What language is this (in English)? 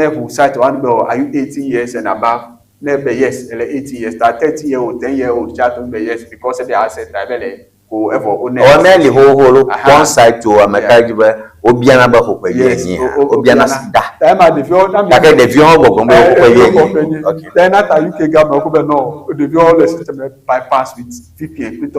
Ewe